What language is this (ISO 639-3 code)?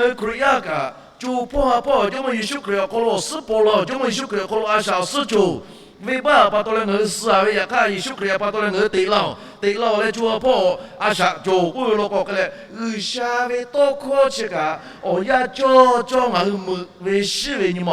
lhu